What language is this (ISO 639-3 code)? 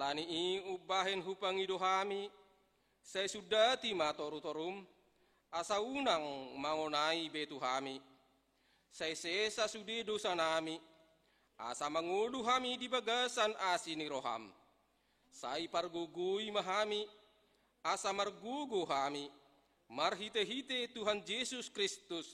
bbc